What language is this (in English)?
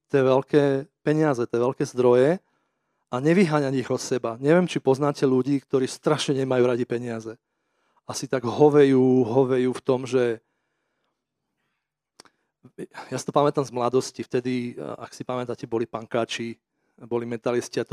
Slovak